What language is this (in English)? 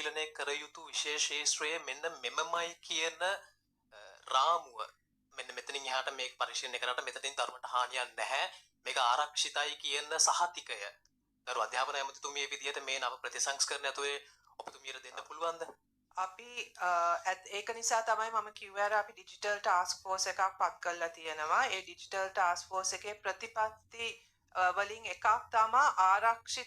Sinhala